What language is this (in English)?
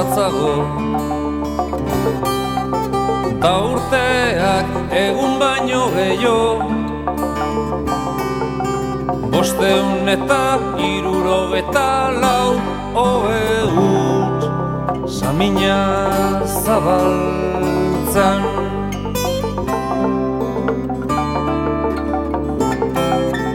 Basque